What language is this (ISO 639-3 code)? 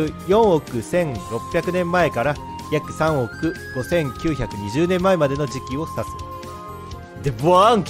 jpn